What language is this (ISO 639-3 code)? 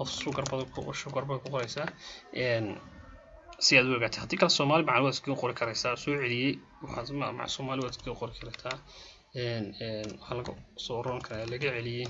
som